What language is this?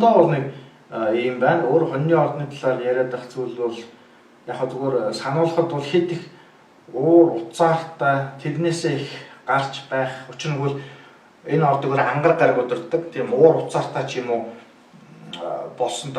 Mongolian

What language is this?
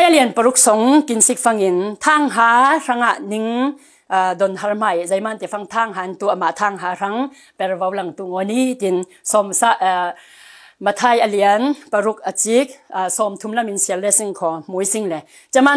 Falam Chin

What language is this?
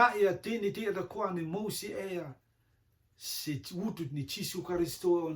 Rotuman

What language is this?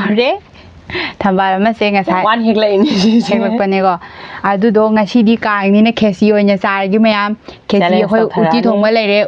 Manipuri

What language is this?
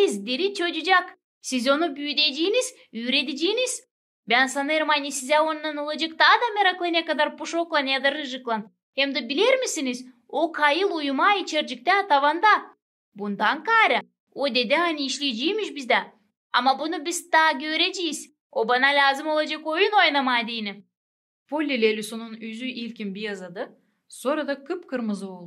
Gagauz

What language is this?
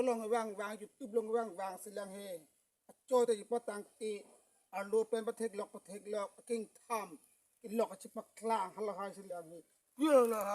Karbi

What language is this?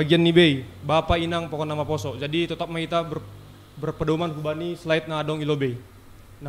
Batak Simalungun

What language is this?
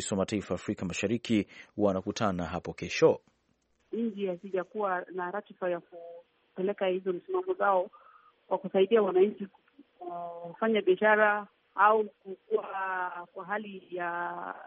Swahili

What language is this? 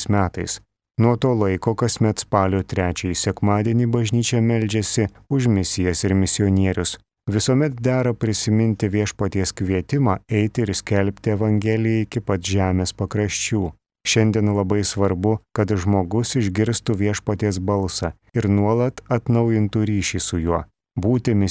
Lithuanian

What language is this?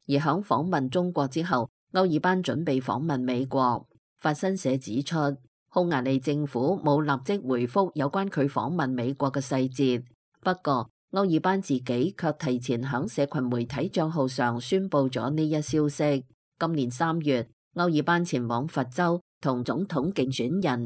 Cantonese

